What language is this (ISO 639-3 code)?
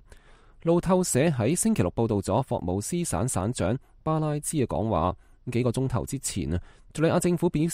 yue